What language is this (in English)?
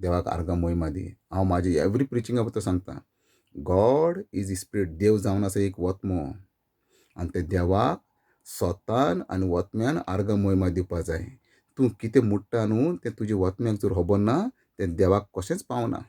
Konkani